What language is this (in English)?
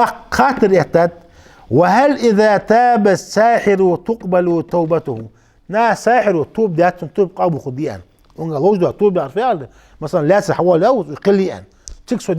Ingush